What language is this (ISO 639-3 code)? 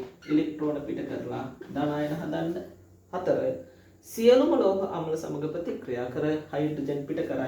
sin